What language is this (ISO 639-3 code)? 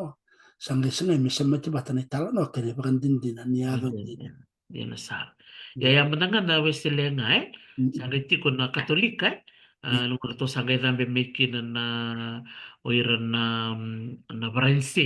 fij